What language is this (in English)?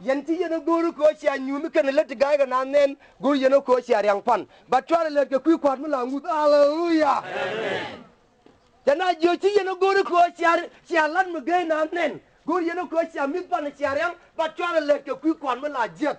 Nuer